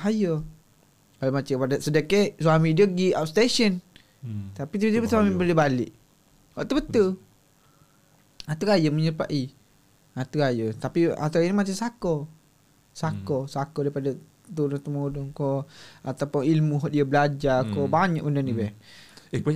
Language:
Malay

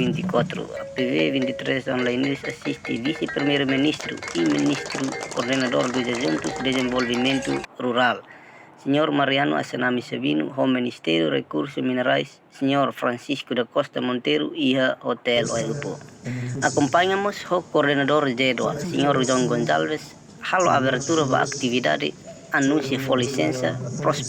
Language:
Tetum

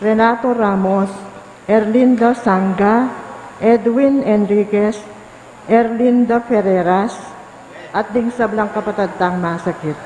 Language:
Pampanga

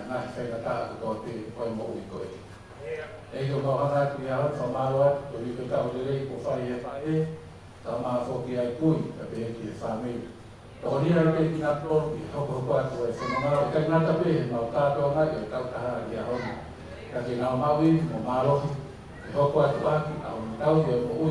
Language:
Tongan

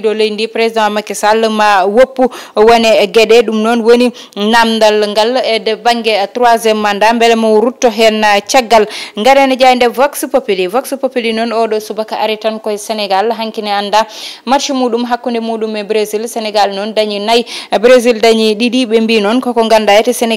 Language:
Fula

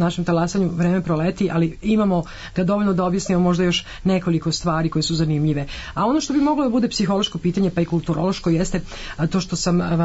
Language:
Serbian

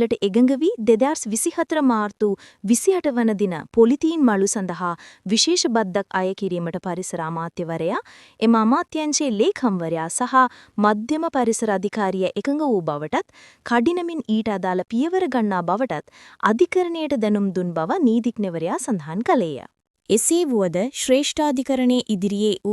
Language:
Sinhala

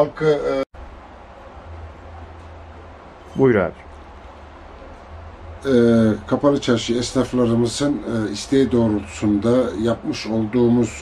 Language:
Turkish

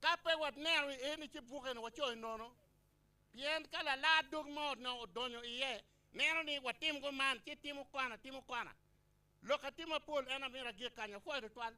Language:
Acoli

